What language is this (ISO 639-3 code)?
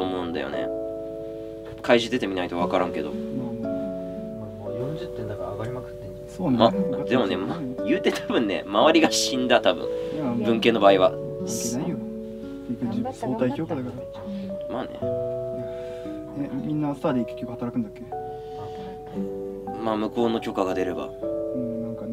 jpn